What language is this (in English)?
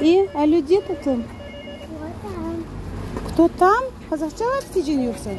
Crimean Tatar